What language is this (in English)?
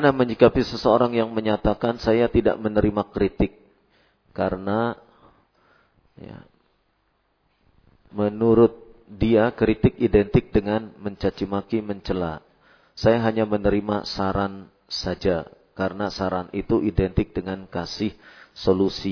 Indonesian